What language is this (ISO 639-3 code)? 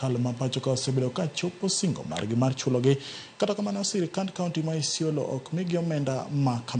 luo